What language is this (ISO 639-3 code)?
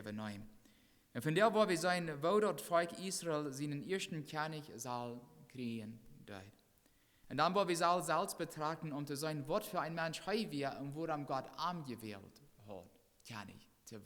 pdt